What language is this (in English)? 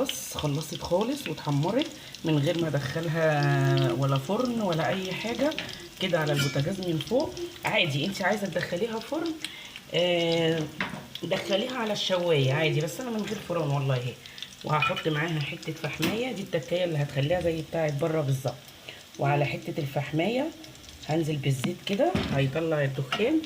Egyptian Arabic